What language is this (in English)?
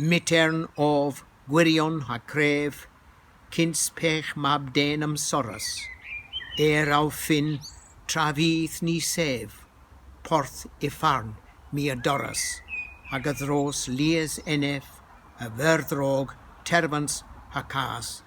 Cornish